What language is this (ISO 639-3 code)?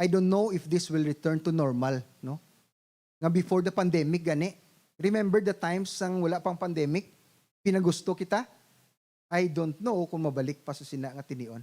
hil